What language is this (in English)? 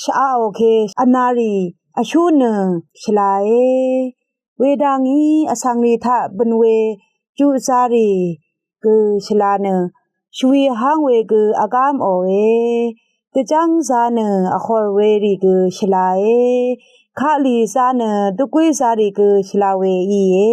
Rawang